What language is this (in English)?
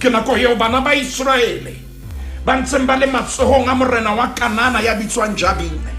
Southern Sotho